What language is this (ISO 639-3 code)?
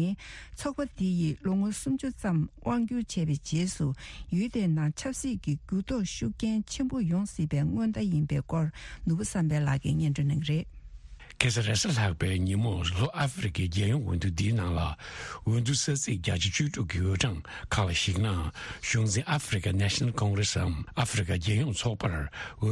bod